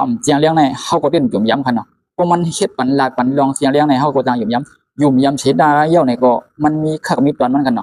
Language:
Shan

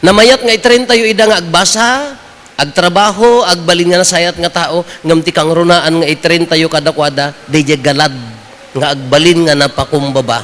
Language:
Iloko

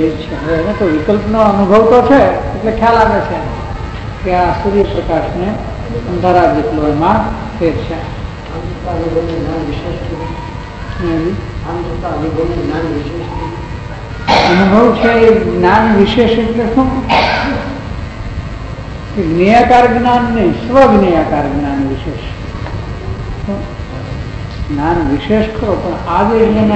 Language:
Gujarati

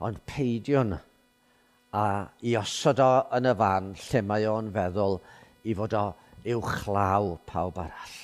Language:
Welsh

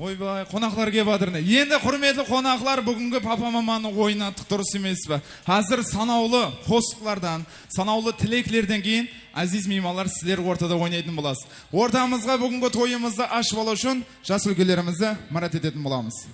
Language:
Kara-Kalpak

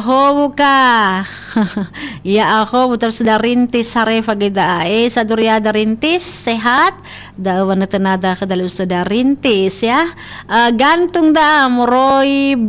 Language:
Nias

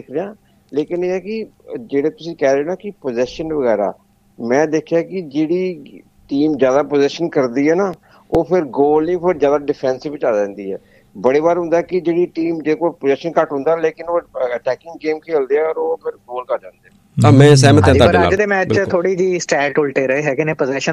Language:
Punjabi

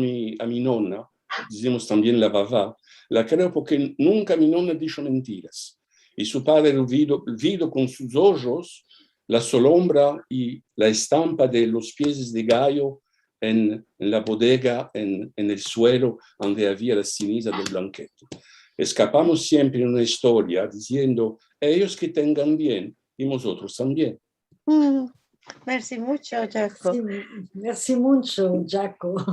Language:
Ladino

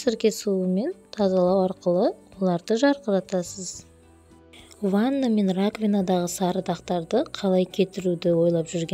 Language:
Kazakh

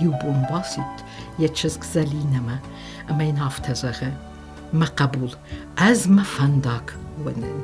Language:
Ossetic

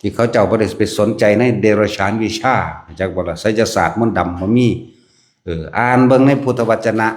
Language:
Northeastern Thai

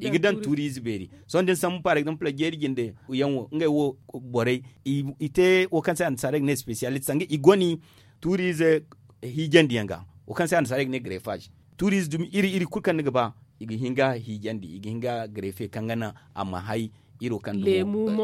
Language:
Zarma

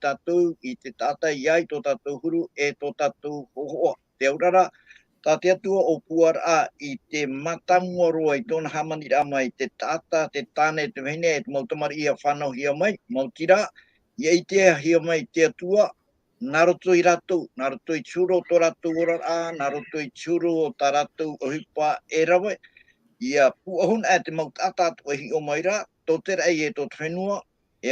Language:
Tahitian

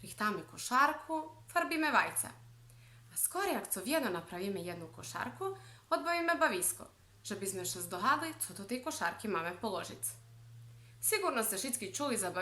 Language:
Rusyn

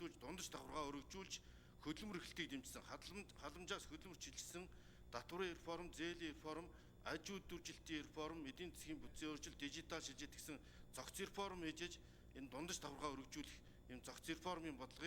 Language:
Mongolian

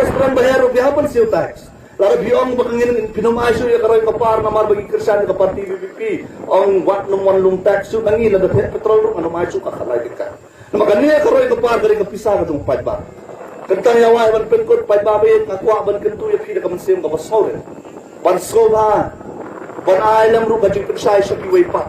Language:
Khasi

